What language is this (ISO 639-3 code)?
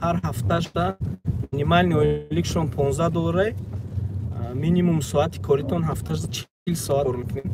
tgk